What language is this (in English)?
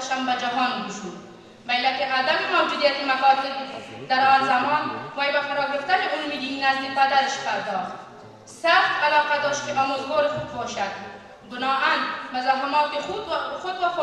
Persian